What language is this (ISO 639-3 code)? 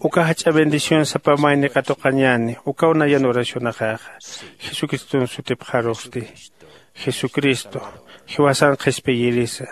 aym